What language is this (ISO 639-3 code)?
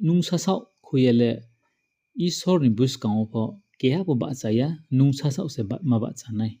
ria